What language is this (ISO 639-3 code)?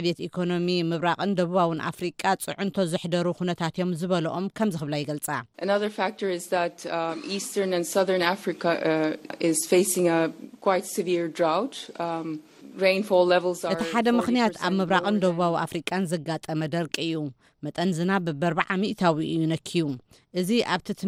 tir